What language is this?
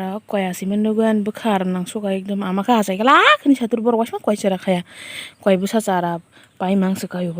Kok Borok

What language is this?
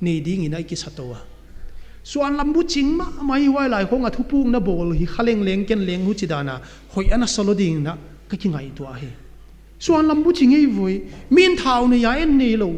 Paite Chin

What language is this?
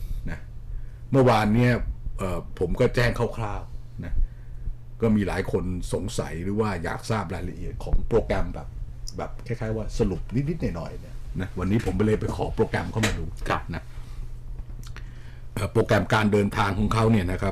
Thai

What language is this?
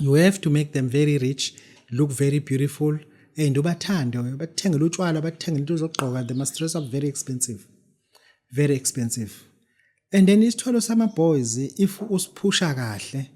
Zulu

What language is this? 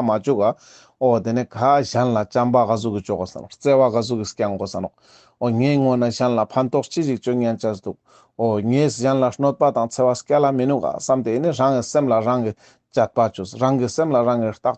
Ladakhi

